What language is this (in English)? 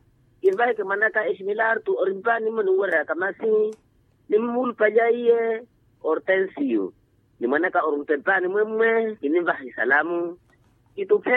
Makhuwa